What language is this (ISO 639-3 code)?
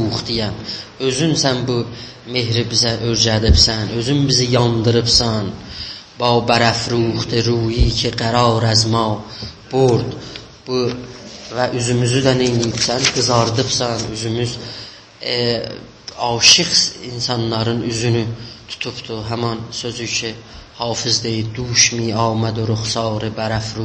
azb